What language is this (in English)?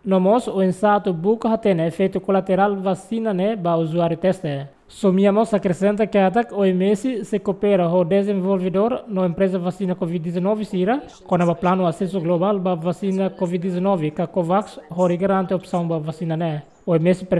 Tetum